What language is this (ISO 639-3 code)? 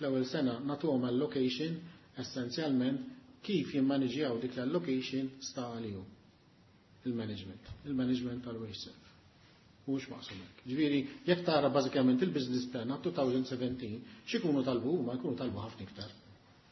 mlt